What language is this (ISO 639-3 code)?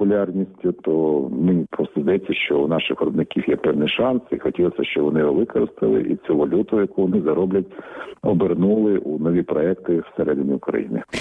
ukr